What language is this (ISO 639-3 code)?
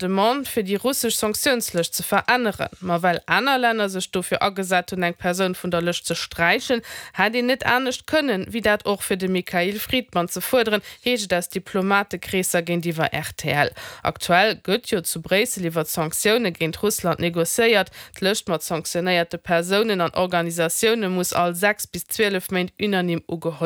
ltz